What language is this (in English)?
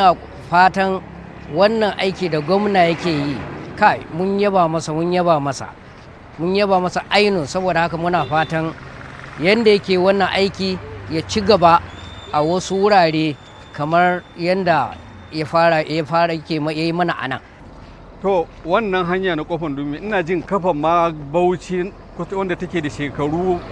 Hausa